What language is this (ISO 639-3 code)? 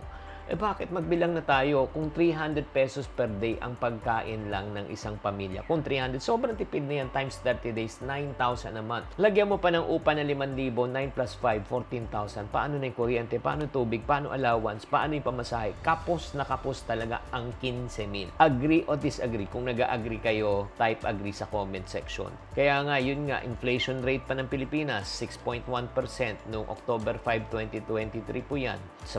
fil